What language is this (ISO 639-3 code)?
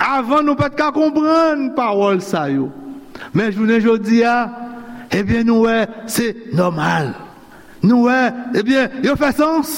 hat